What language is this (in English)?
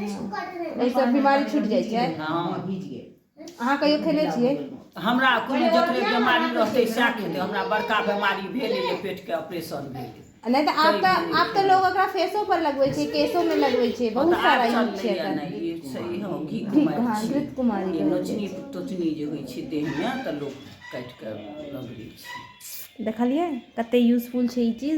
Maithili